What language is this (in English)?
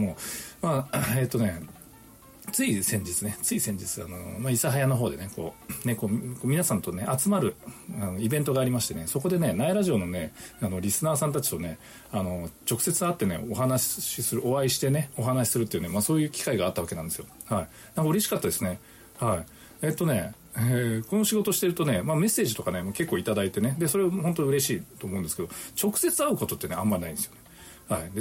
Japanese